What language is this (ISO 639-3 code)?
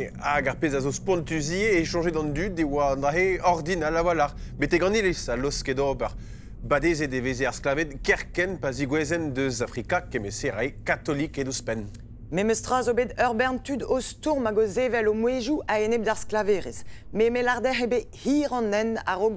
bre